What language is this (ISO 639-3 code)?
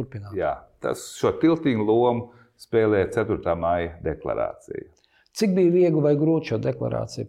lav